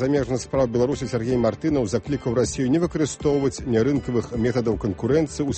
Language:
Belarusian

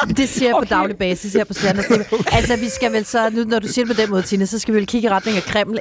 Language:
Danish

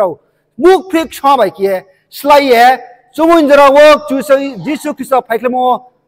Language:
Riang (India)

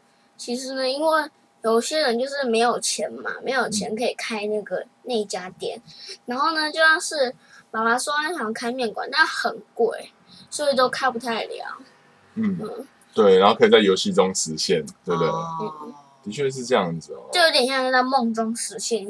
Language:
Chinese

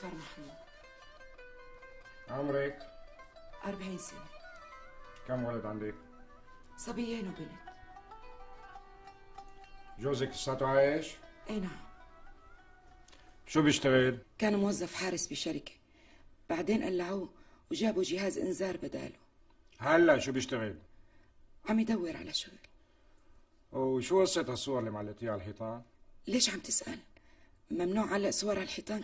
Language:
North Levantine Arabic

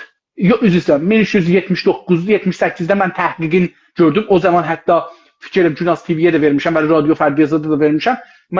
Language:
South Azerbaijani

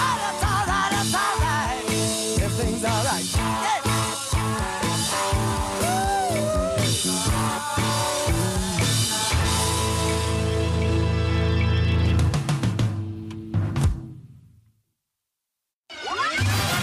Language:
English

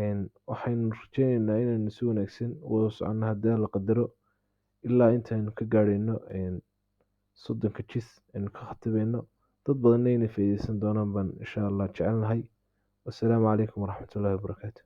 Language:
Somali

